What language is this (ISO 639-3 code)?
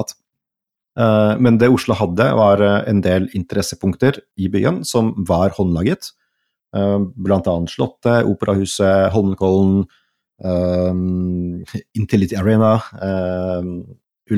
nor